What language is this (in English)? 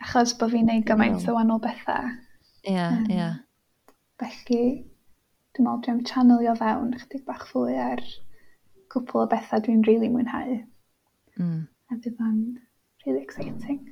Welsh